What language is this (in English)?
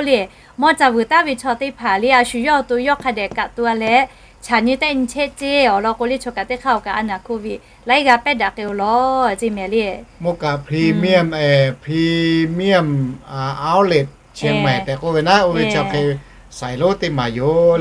Lahu